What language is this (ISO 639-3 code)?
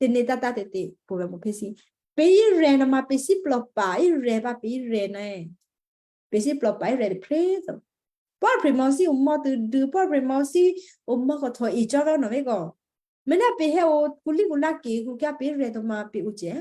kyu